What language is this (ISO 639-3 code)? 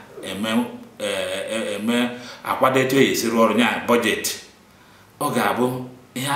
ibo